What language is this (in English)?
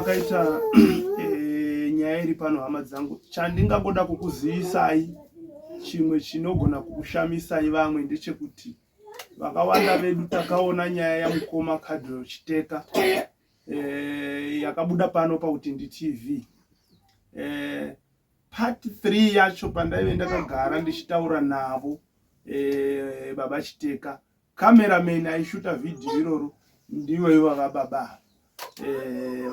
Shona